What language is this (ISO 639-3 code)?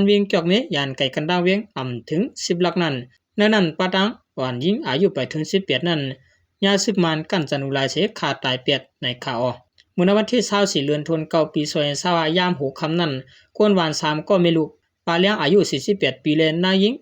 shn